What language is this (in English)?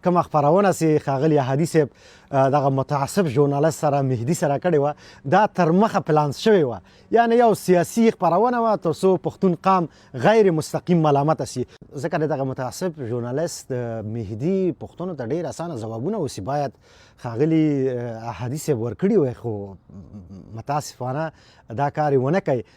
Pashto